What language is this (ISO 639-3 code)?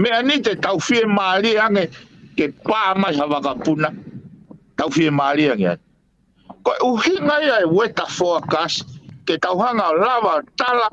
ton